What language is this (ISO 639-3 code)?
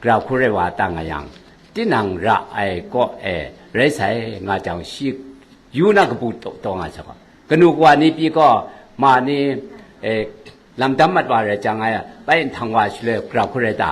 kac